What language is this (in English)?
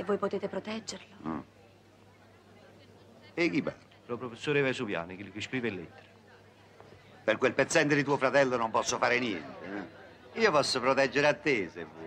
Italian